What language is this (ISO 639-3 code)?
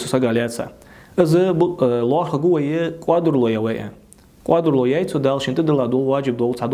inh